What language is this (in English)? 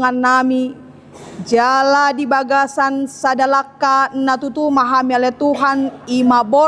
Batak Toba